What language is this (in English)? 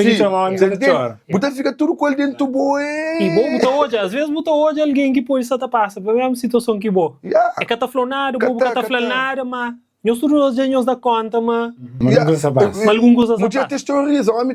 Kabuverdianu